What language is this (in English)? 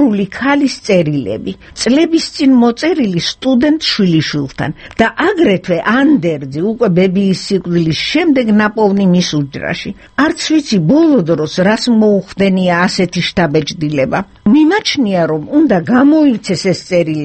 Georgian